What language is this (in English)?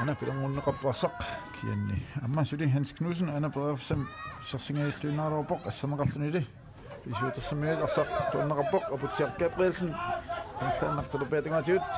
Kalaallisut